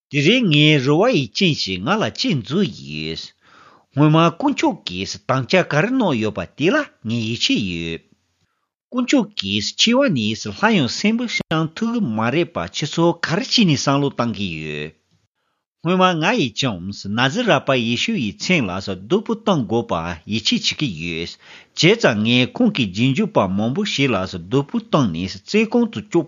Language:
Tibetan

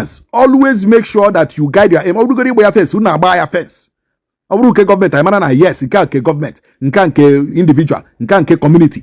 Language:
Igbo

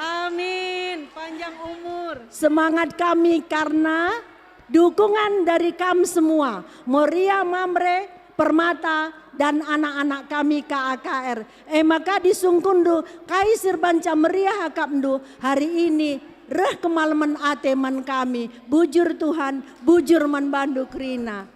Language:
Batak Karo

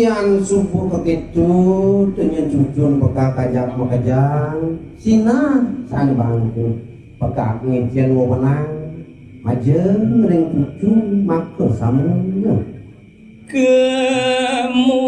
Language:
Balinese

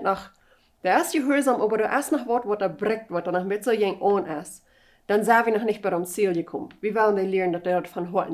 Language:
Plautdietsch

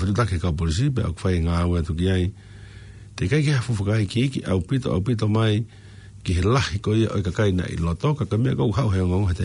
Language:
Tongan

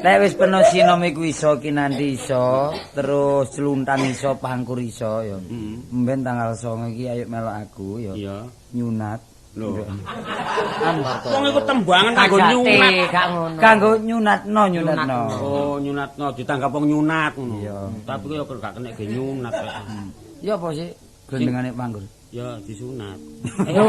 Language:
Javanese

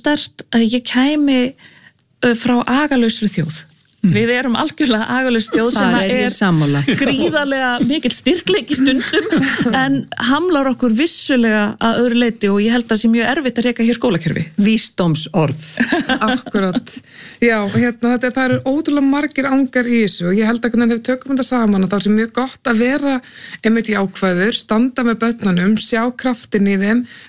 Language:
Icelandic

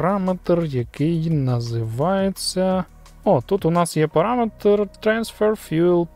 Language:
Ukrainian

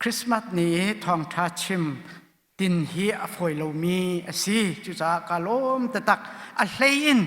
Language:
Hakha Chin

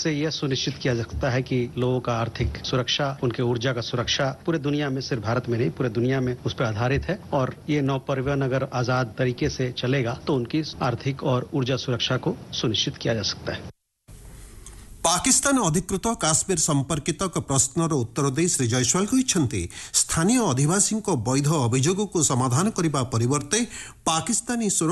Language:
Odia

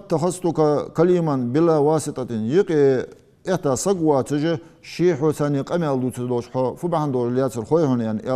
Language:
Ingush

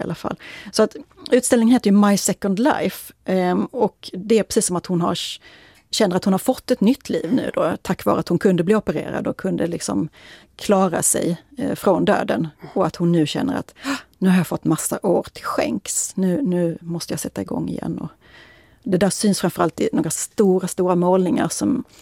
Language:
Swedish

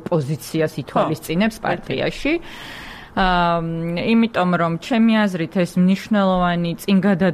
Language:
Georgian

